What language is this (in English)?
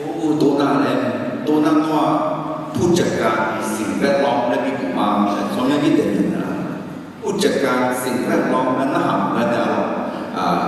Akha